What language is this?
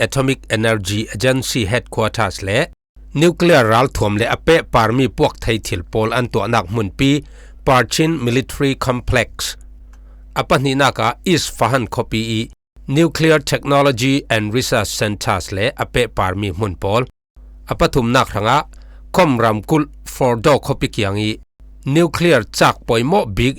Falam Chin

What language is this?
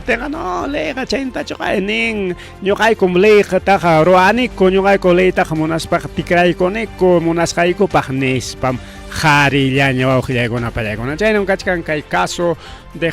Ayacucho Quechua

